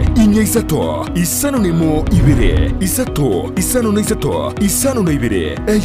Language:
Gusii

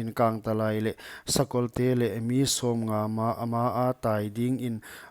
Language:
Paite Chin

